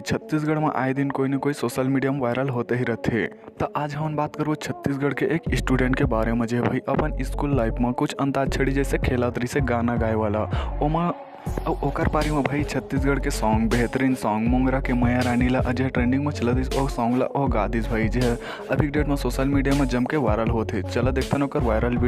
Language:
Chhattisgarhi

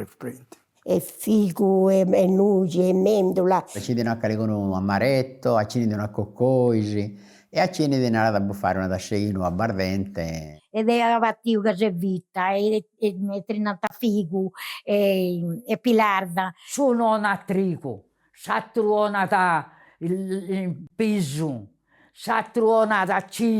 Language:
Sardinian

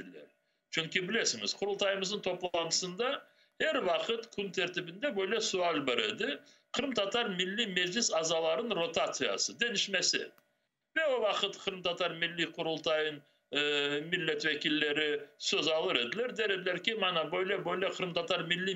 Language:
Crimean Tatar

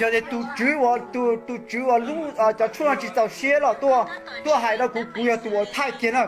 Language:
Hmong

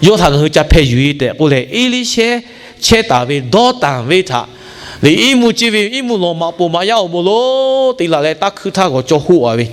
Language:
Lahu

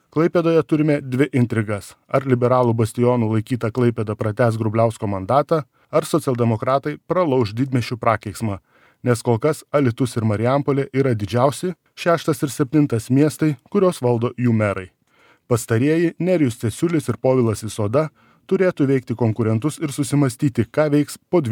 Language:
Lithuanian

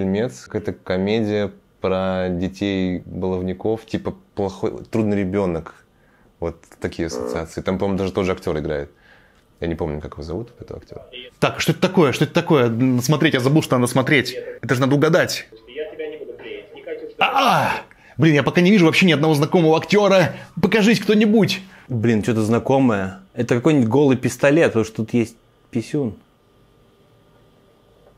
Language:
Russian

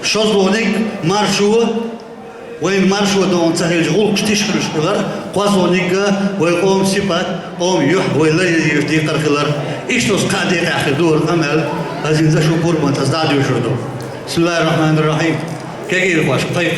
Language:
Chechen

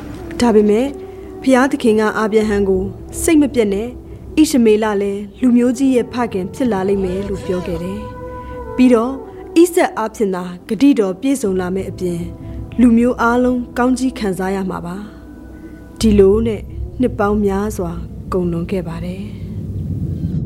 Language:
Burmese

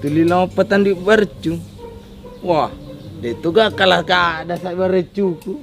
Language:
Buginese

